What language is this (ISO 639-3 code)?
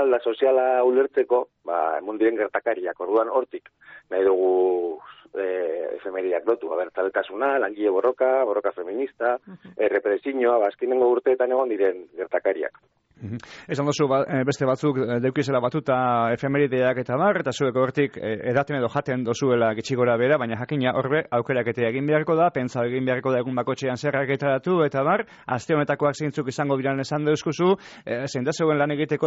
eus